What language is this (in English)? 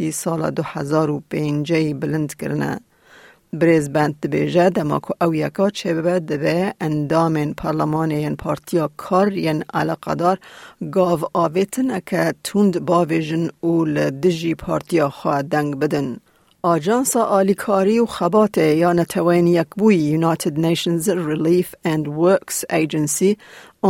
Kurdish